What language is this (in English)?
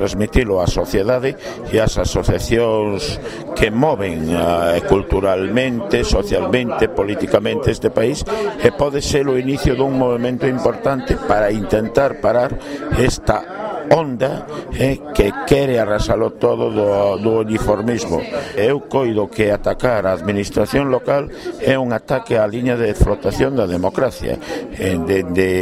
Galician